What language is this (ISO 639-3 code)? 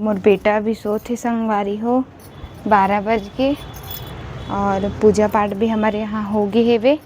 hne